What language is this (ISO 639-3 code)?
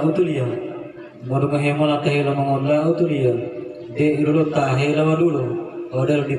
gor